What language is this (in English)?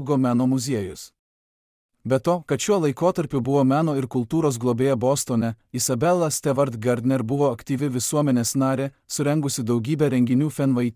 Lithuanian